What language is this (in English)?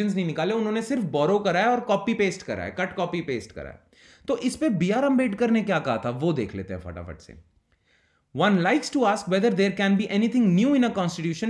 Hindi